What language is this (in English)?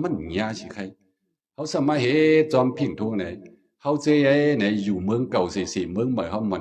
Shan